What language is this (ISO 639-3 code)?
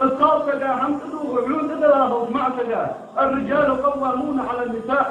inh